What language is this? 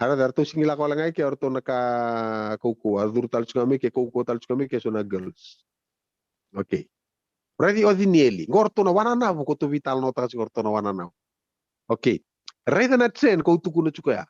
Fijian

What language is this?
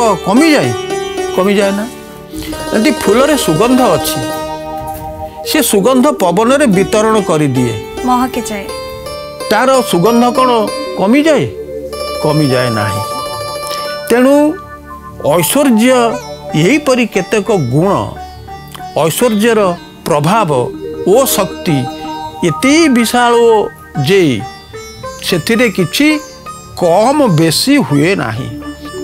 Odia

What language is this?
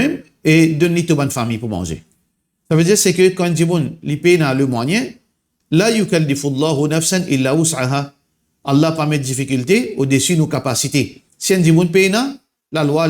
Morisyen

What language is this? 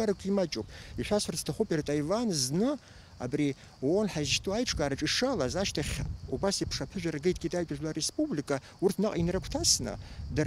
Abkhazian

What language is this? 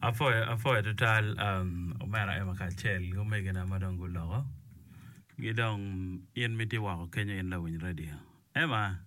Acoli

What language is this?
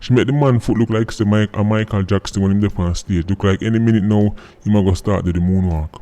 Jamaican Creole English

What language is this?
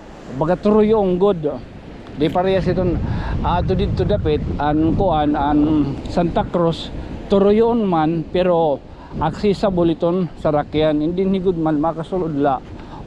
Waray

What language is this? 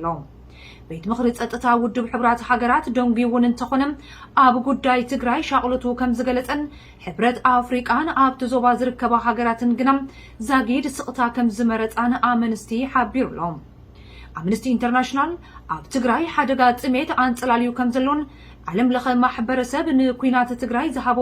Tigrinya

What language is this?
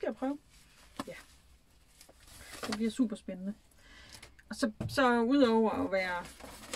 Danish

